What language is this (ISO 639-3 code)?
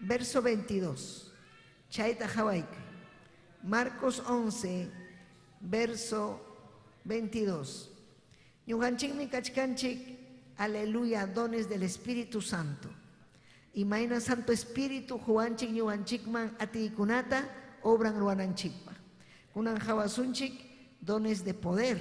quy